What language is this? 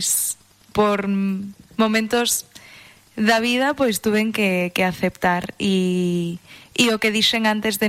Galician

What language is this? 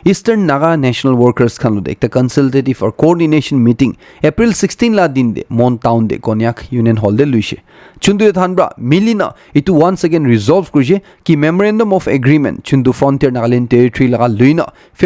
Naga Pidgin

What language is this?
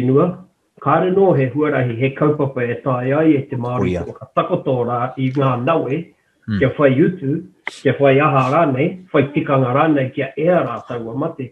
Māori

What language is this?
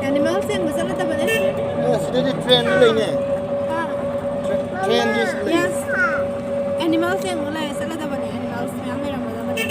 Manipuri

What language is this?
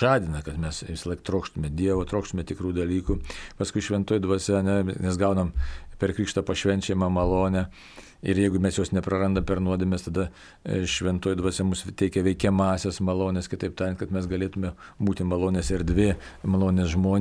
Lithuanian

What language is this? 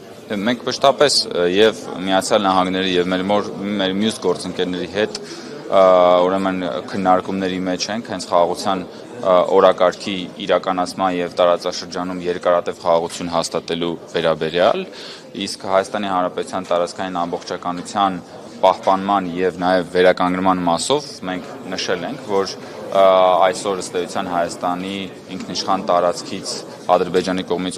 Armenian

